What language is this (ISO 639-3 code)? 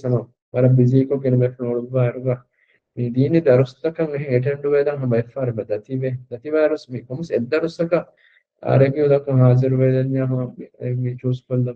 div